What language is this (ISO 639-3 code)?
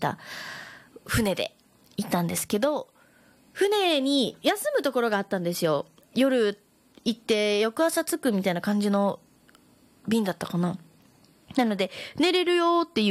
jpn